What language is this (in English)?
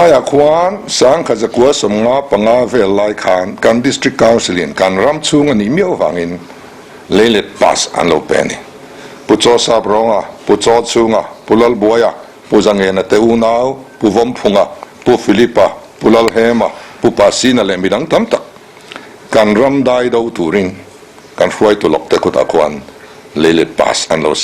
Mizo